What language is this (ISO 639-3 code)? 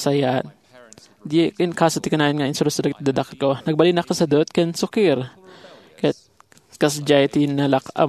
ilo